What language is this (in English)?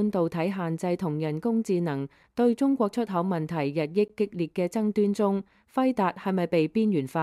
Cantonese